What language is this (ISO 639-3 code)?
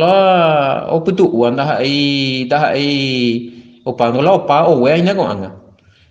grn